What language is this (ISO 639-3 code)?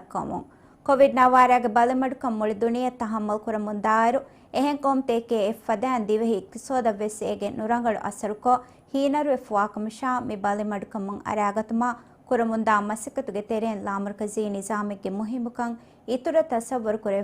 div